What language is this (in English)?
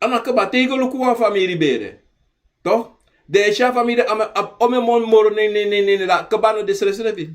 Sranan Tongo